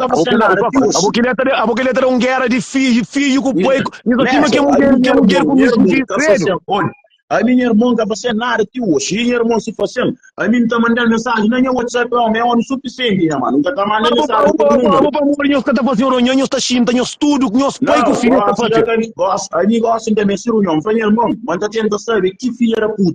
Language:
Kabuverdianu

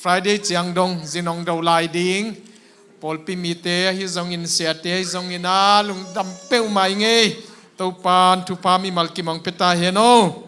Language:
Tedim Chin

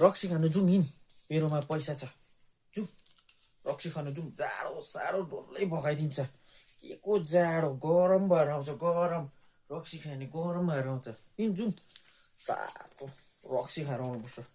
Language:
Nepali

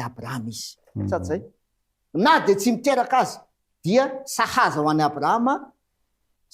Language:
Malagasy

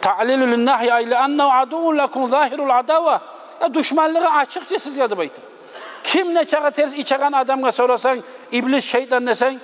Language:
Kumyk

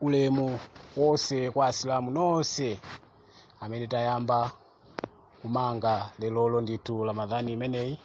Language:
Nyanja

